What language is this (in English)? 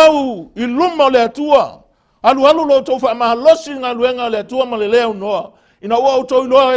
Samoan